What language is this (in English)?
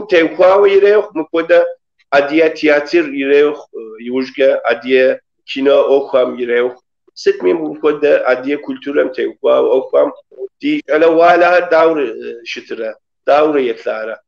Kabardian